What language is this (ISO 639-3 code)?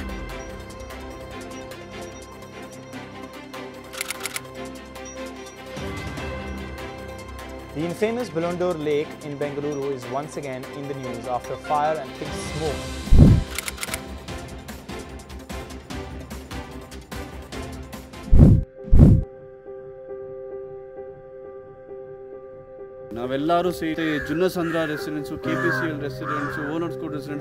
kan